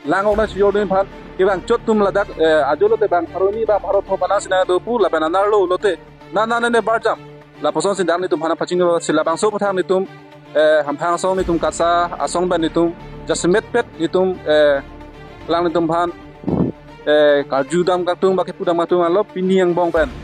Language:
Karbi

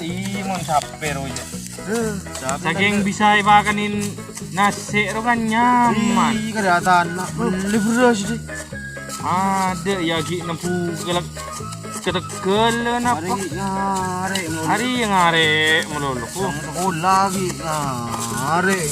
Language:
Madurese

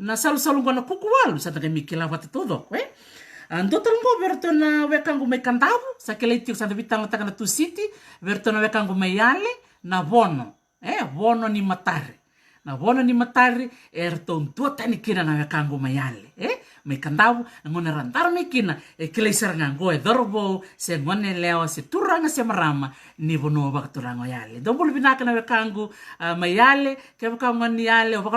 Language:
Fijian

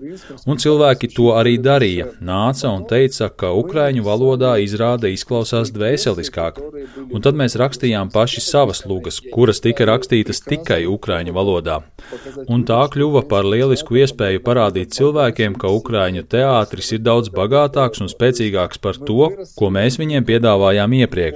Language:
Latvian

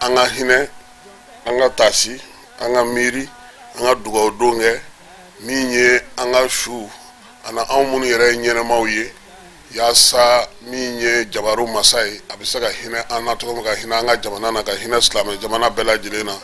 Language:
Bambara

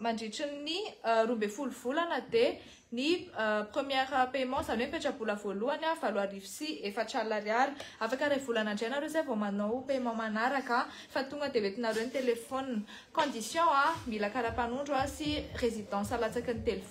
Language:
Malagasy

